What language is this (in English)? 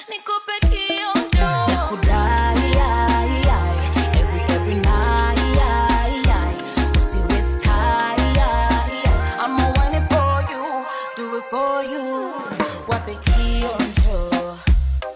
Swahili